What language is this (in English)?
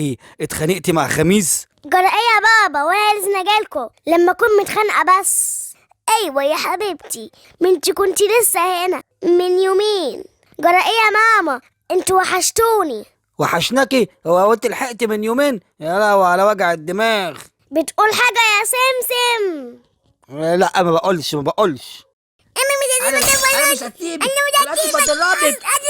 Egyptian Arabic